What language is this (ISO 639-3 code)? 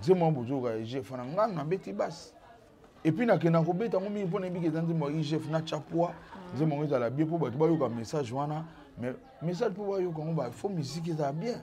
lin